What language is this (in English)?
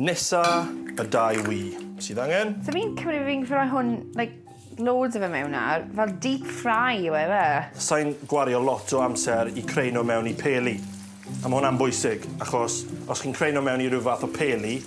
Welsh